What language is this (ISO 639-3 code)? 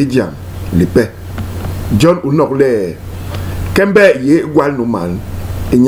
bas